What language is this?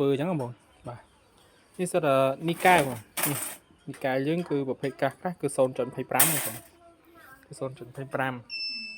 Khmer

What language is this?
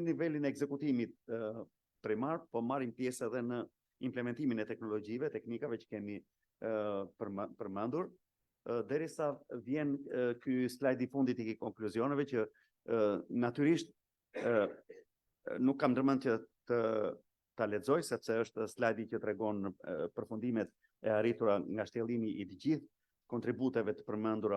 Albanian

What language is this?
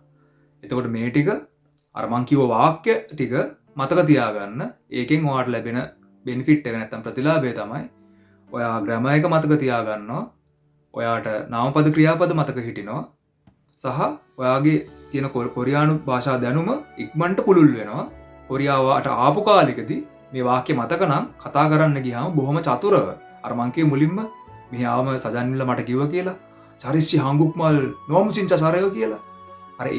Sinhala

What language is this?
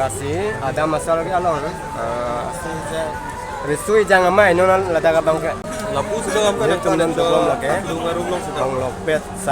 Karbi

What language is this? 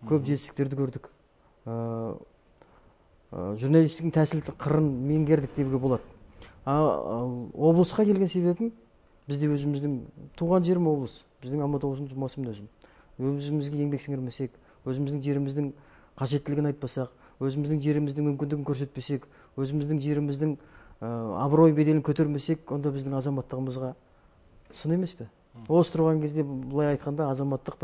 Kazakh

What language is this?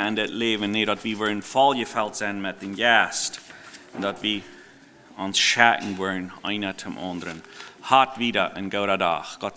Plautdietsch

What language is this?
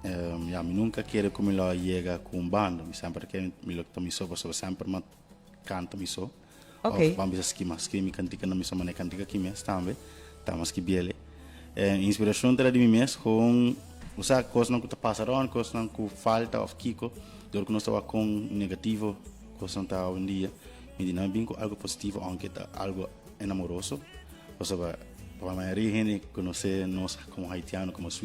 Papiamento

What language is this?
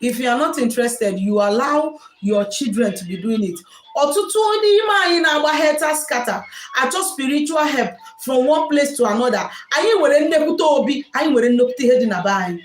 Igbo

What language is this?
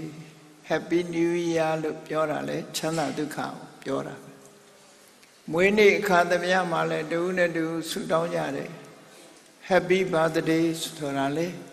Burmese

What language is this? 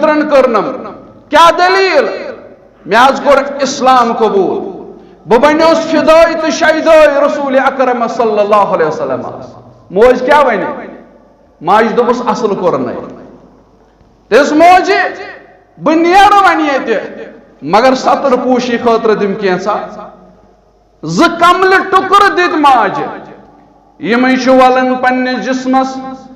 Kashmiri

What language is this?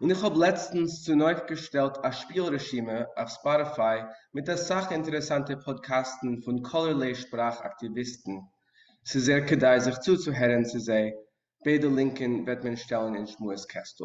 Yiddish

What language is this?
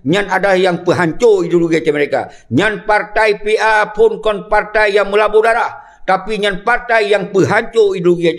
Achinese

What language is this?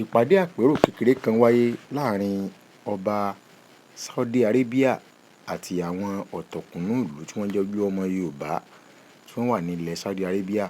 Yoruba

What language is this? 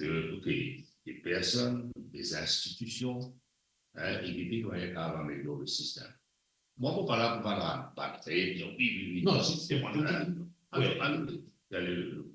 Morisyen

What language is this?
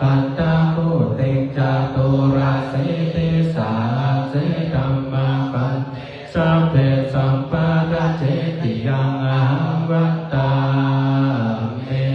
Pali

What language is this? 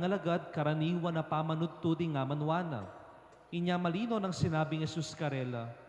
Pampanga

